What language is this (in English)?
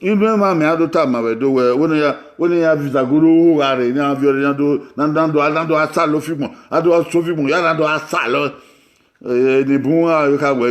Bini